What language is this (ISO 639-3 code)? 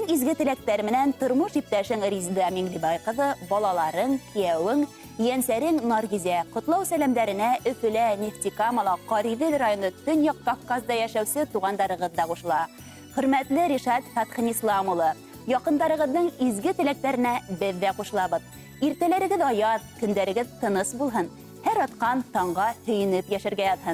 bak